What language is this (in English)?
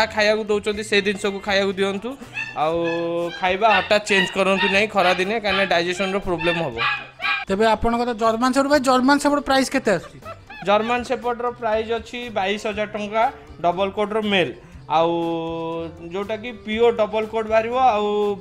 Odia